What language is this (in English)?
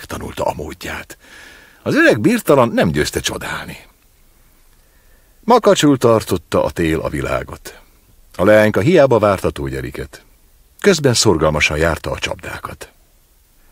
Hungarian